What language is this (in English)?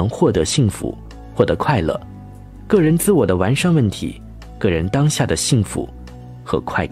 Chinese